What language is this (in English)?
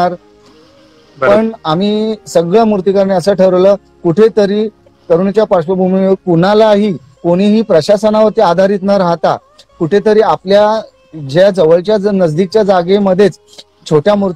Marathi